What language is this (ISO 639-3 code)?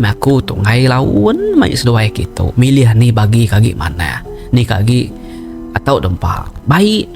iba